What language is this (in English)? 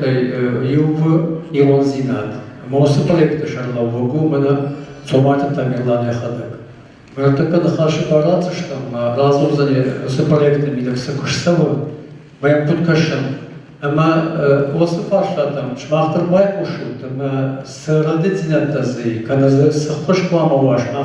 Ossetic